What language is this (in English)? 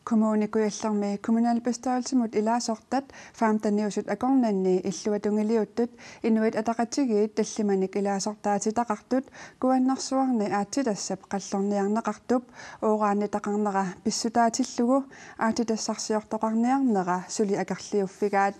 Kalaallisut